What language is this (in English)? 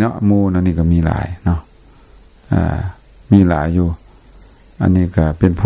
Lao